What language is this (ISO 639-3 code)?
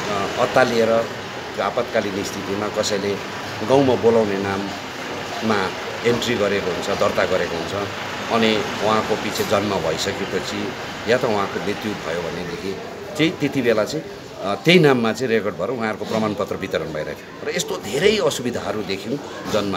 nep